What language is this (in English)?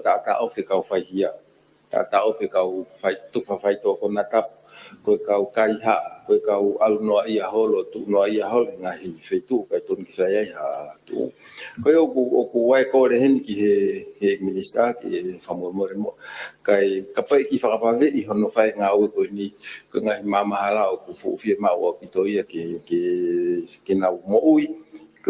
Tongan